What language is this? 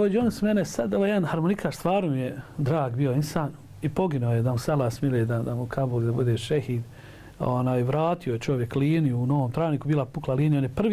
Bosnian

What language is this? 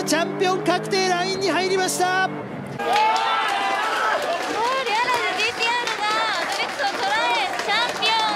Japanese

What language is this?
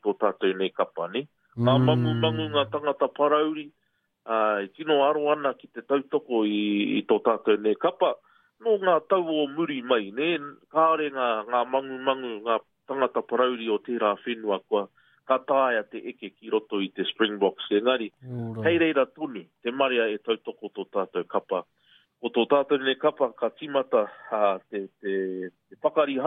Māori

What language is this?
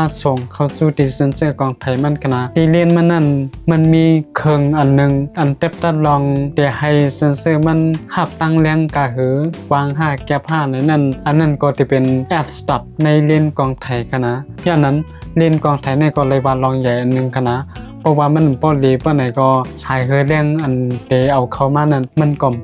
Shan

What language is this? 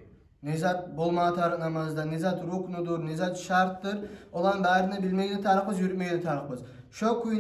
Kumyk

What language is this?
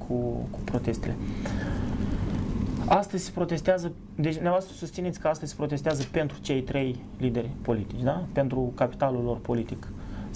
Romanian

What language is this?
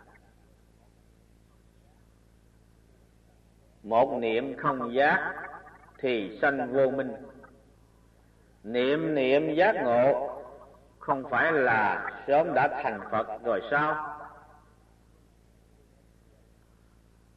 Vietnamese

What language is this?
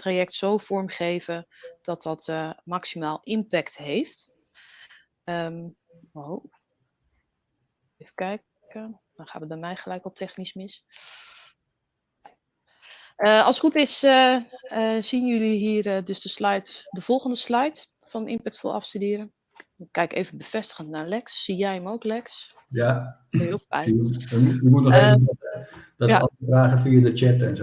Dutch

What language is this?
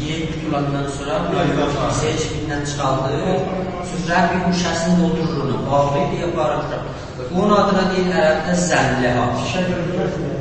South Azerbaijani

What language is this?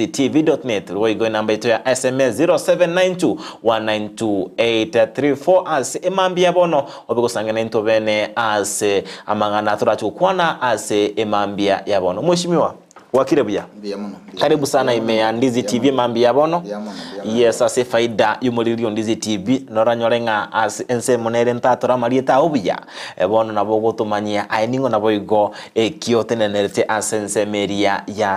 Gusii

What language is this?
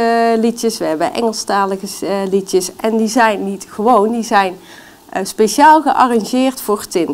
Dutch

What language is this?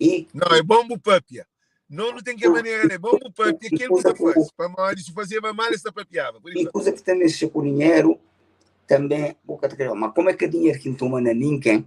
Kabuverdianu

